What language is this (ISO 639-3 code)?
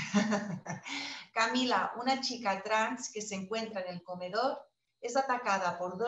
spa